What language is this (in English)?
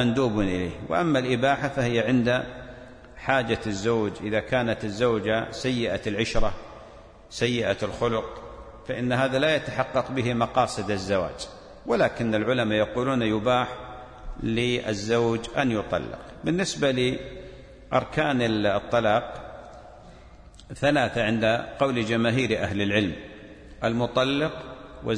Arabic